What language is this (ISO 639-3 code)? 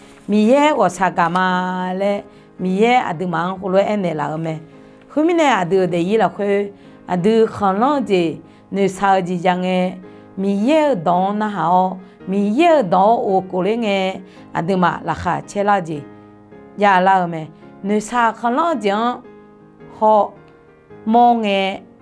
ahk